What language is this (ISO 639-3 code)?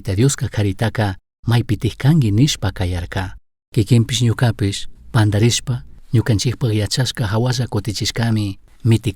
qug